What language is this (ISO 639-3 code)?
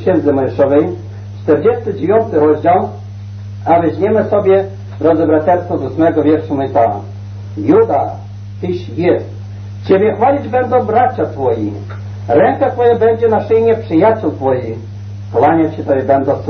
pol